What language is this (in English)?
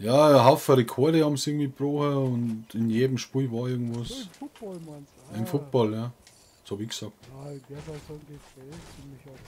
Bavarian